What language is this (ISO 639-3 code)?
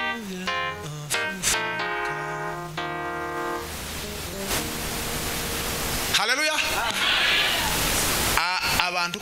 kin